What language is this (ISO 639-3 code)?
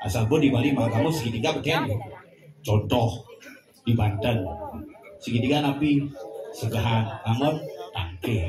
ban